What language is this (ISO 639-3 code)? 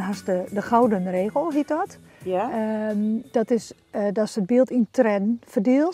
fry